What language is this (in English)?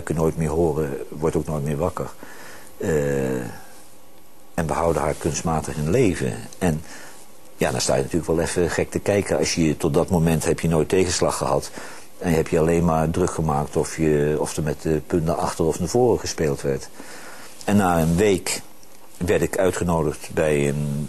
Dutch